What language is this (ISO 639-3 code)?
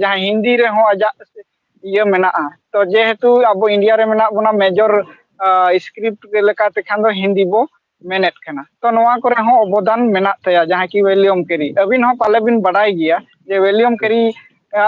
sat